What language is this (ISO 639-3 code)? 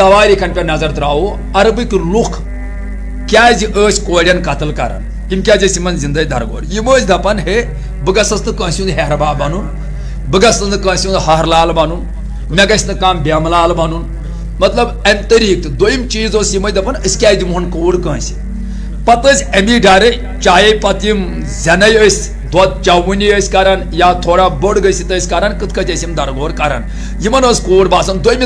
kas